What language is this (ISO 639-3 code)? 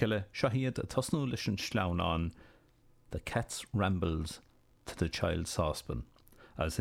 gle